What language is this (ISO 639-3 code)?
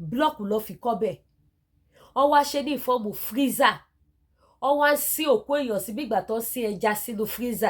yor